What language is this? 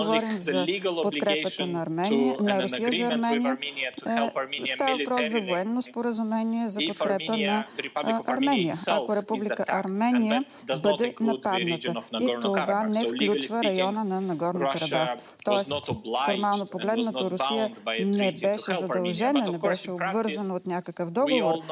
Bulgarian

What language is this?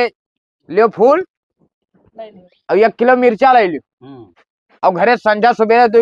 Awadhi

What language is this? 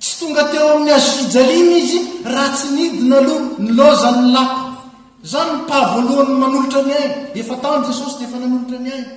Malagasy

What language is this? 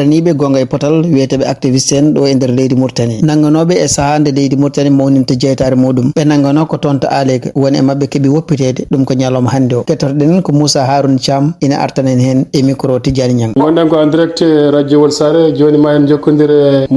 Fula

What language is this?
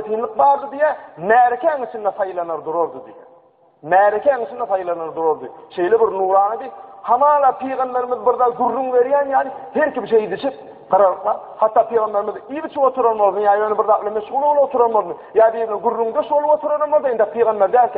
Turkmen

